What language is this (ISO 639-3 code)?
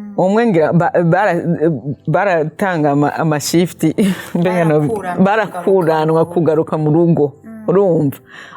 run